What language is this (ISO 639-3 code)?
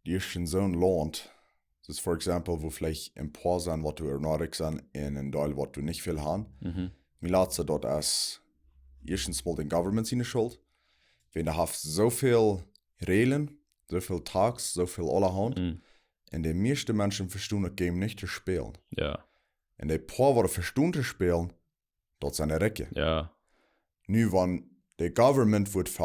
pdt